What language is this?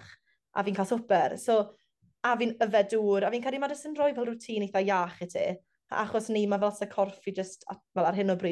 Welsh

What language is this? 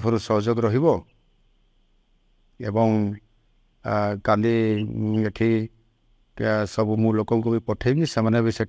Odia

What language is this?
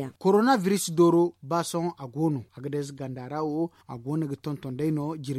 Zarma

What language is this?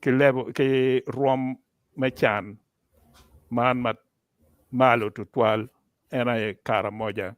Acoli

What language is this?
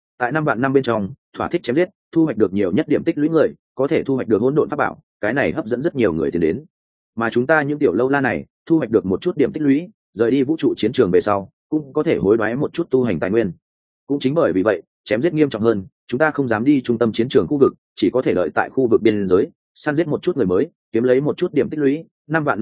Vietnamese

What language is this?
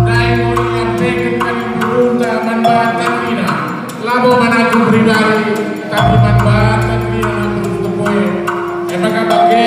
Batak Karo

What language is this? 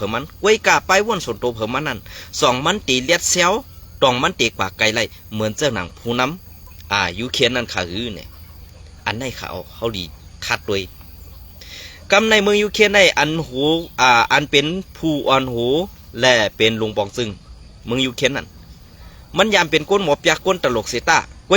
Shan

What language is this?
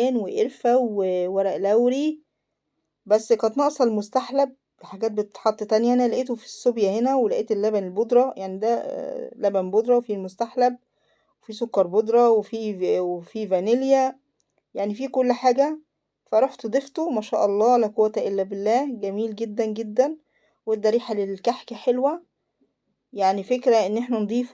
Egyptian Arabic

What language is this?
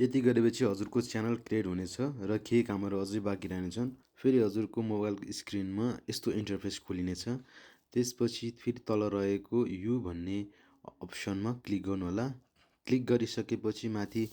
Nepali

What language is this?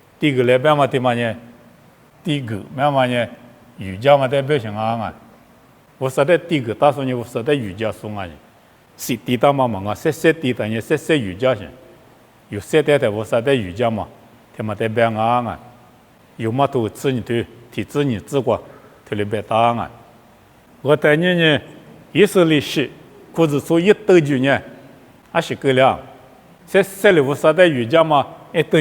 Lisu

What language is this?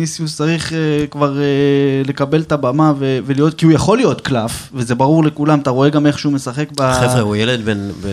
Hebrew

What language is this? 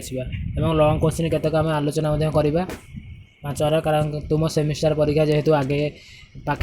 Odia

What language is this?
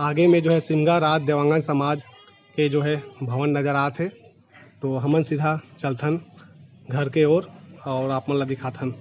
Chhattisgarhi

